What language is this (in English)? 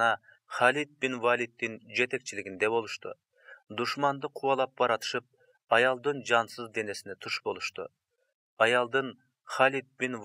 Kyrgyz